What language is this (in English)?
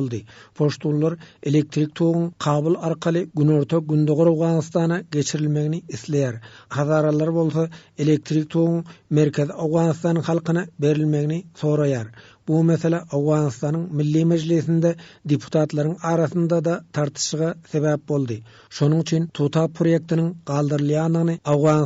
Turkmen